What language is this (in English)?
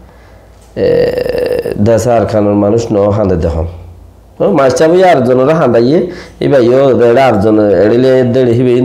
Rohingya